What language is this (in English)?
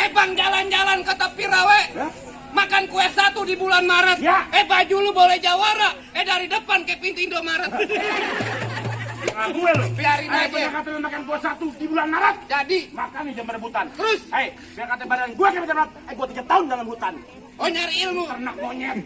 Betawi